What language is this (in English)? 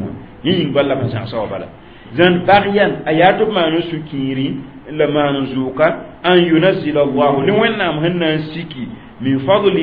Mossi